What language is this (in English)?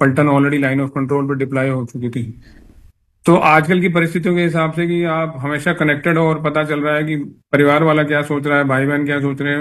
Hindi